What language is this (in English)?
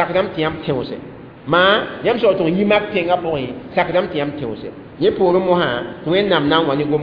Mossi